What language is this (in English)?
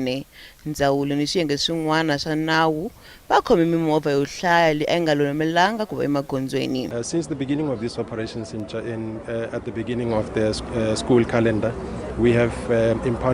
Tsonga